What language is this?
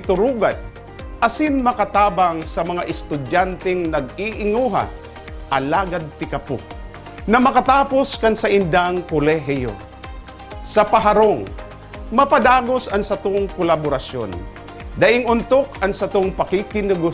Bikol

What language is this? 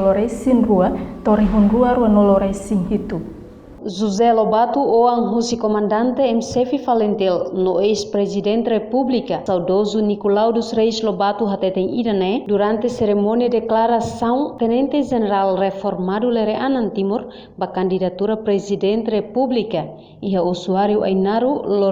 Tetum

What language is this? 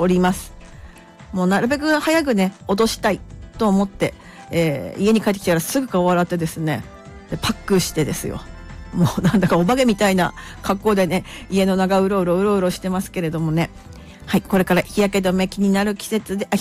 Japanese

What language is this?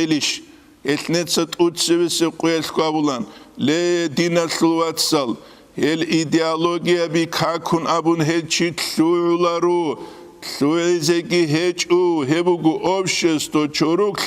Avaric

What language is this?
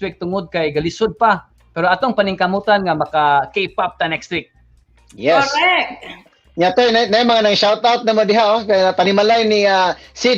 Cebuano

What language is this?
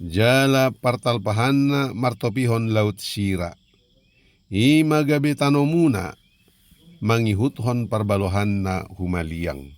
Batak Toba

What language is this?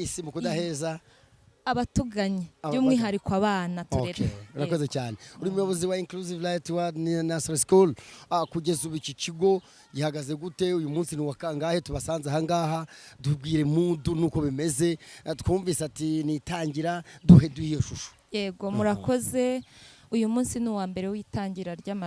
Kinyarwanda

